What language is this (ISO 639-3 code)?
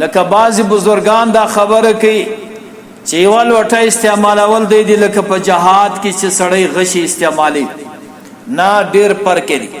pus